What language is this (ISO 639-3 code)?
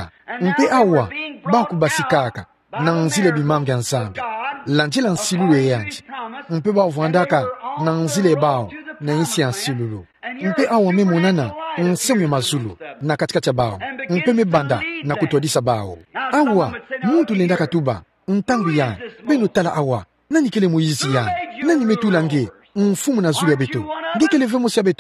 ktu